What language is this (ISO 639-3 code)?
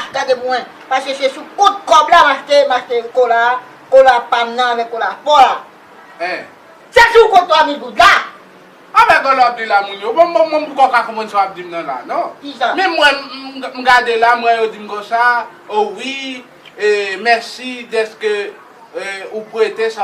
hat